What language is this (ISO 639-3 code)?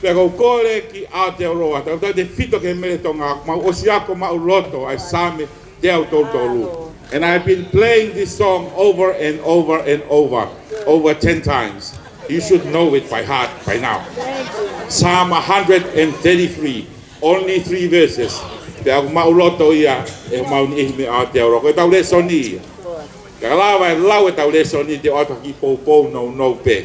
ton